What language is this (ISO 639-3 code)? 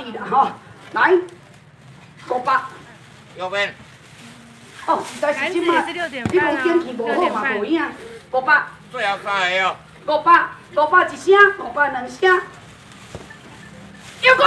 nan